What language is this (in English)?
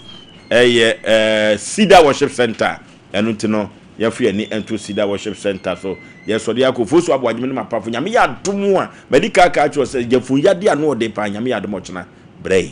Akan